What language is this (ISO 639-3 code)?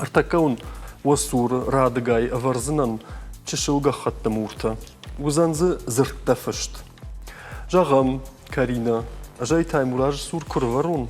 oss